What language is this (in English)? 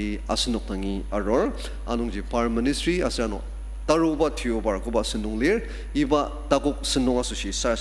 Ao Naga